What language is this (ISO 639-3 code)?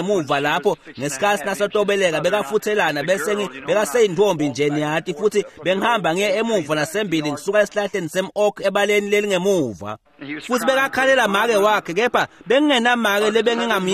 ssw